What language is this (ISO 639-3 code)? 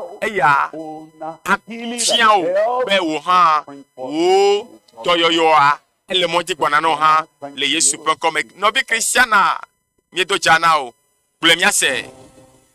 ewe